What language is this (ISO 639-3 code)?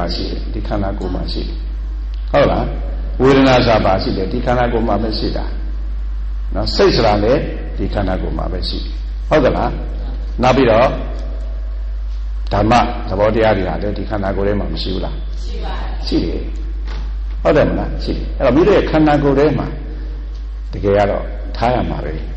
mya